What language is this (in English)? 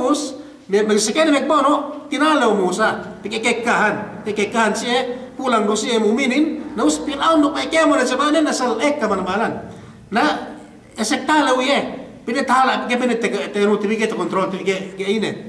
Yakan